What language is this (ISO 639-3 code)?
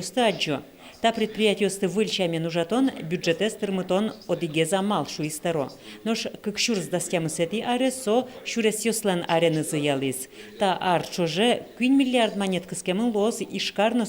udm